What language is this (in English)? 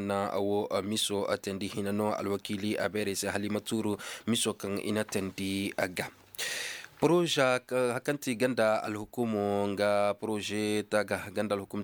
Koyraboro Senni